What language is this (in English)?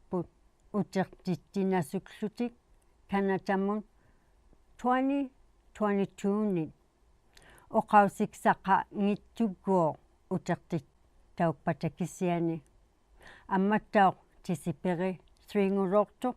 Inuktitut